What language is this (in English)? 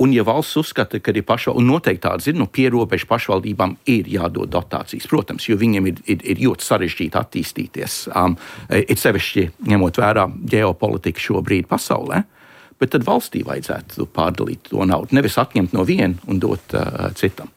Latvian